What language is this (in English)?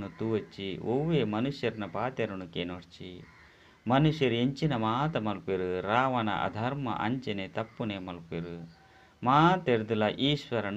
Tulu